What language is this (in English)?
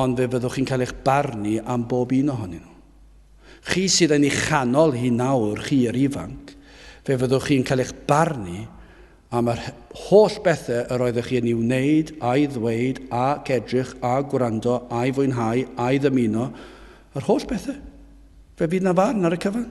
Welsh